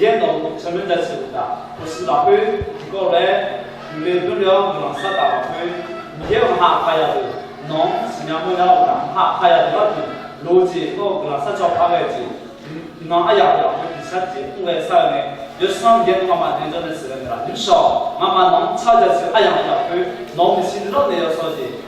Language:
Akha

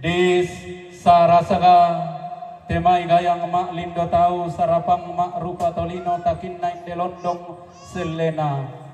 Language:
Toraja-Sa'dan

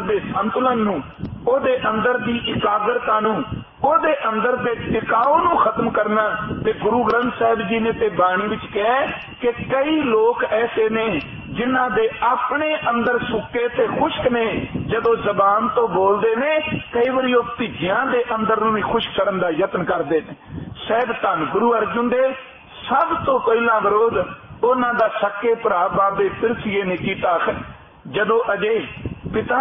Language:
Punjabi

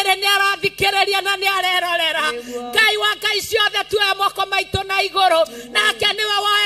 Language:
Kikuyu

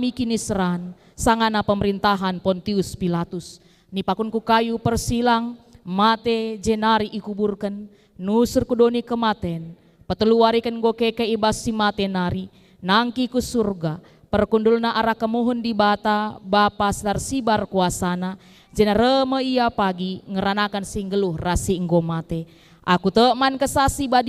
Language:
Batak Karo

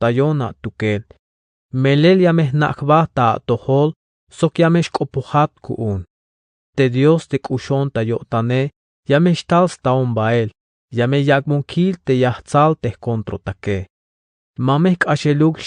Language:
Tzeltal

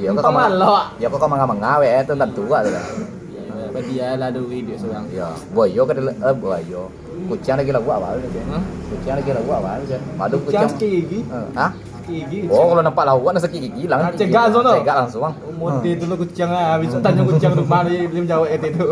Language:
Minangkabau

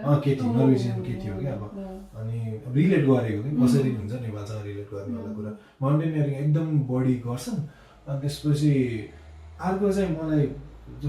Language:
Nepali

